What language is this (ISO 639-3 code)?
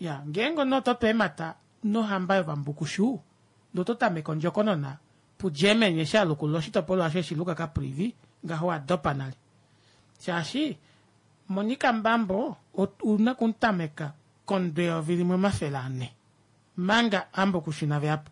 kua